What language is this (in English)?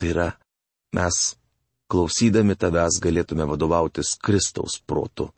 Lithuanian